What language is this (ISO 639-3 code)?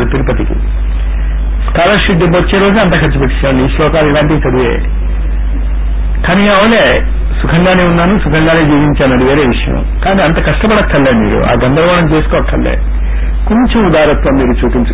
tel